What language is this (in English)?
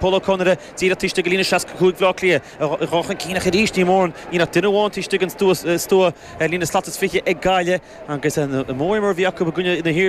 Irish